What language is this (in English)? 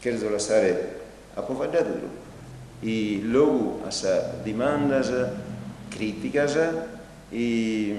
Sardinian